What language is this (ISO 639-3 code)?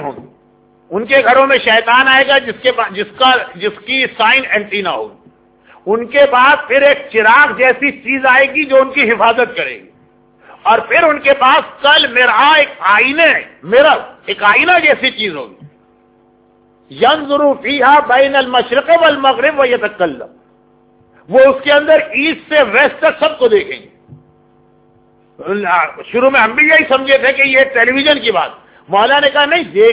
urd